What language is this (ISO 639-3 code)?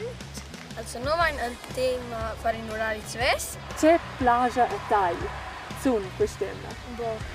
roh